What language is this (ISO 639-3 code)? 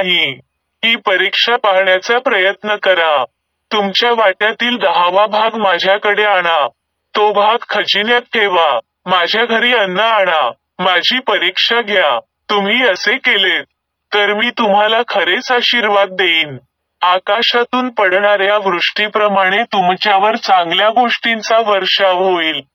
mar